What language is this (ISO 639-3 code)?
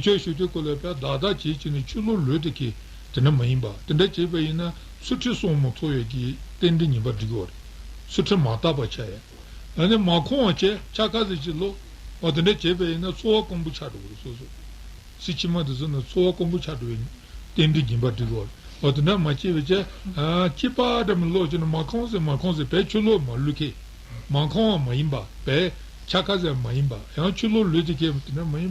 bod